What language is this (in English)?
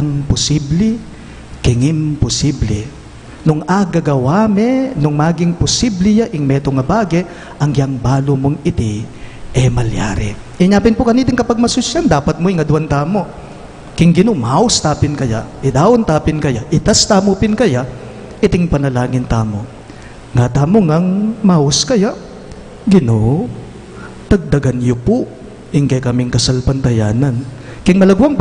Pampanga